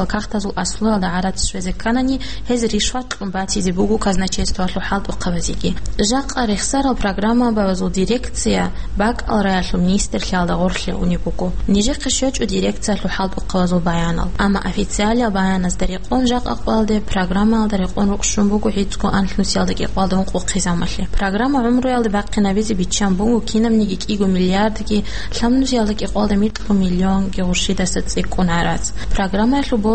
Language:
Avaric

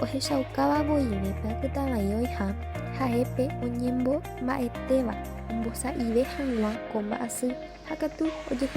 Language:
Guarani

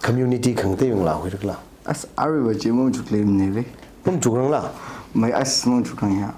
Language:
Tangkhul Naga (India)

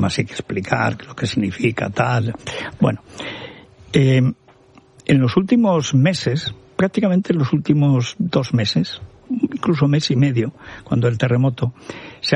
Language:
Spanish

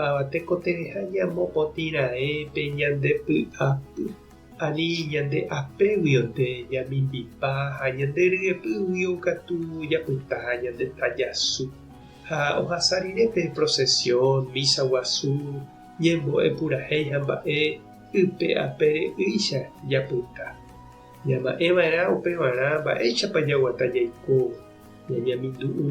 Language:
Guarani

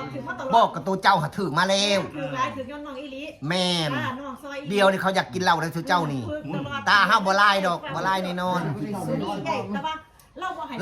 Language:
Northeastern Thai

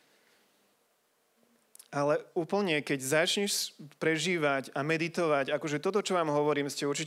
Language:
Slovak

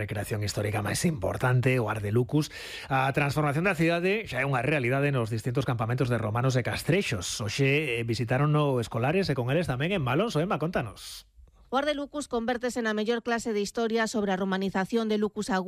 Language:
Galician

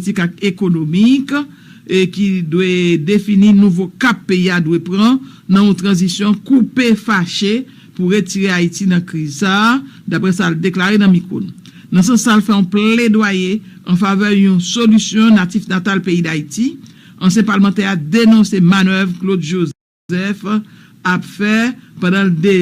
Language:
Haitian Creole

